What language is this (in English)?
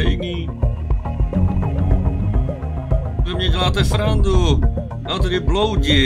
Czech